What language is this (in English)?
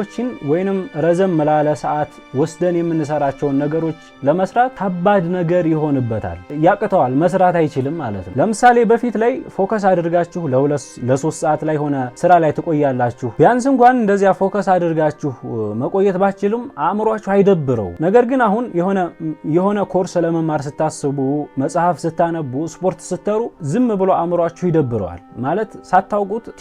Amharic